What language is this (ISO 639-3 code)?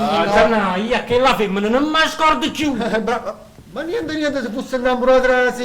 nap